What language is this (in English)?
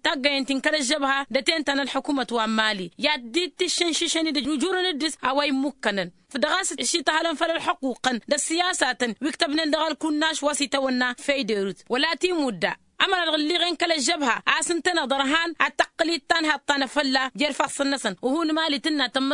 Tamasheq